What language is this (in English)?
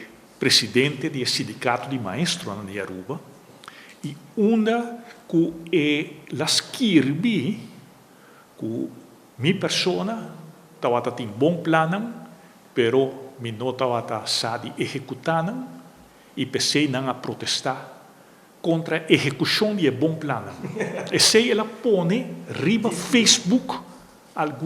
Papiamento